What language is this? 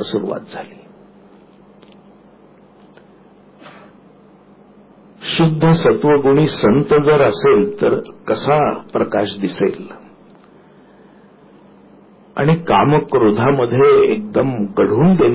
Marathi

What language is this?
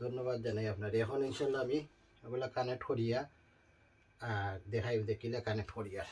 Sylheti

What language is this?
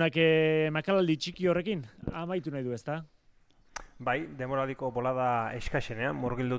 Basque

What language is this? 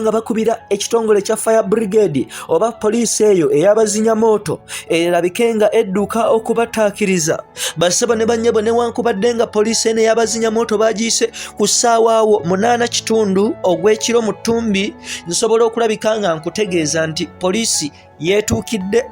Ganda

